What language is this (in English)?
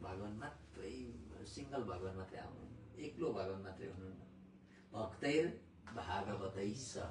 Nepali